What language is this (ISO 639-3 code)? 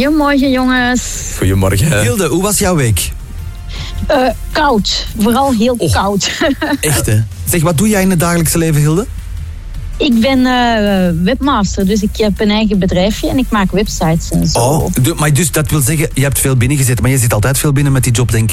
nld